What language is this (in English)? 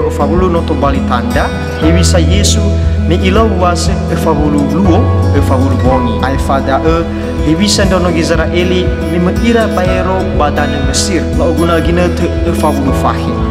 Nias